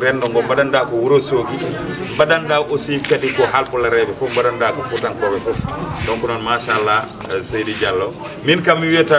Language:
Fula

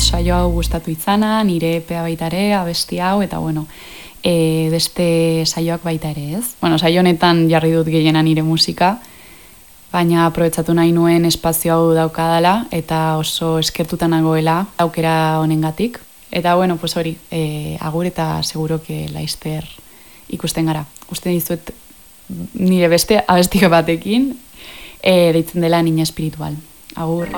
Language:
Basque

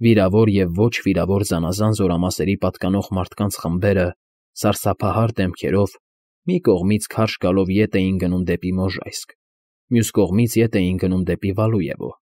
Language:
Armenian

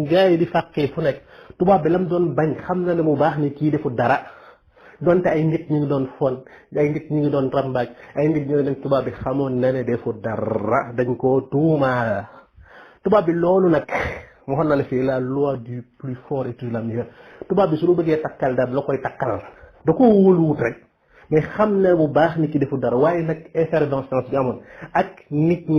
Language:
Wolof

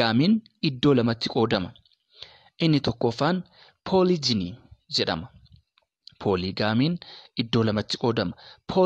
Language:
Oromo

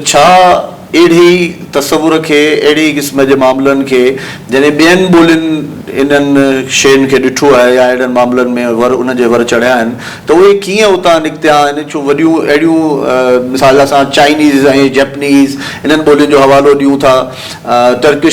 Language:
Sindhi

